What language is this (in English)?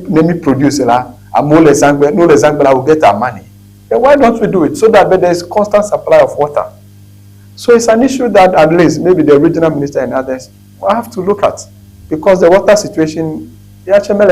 Ewe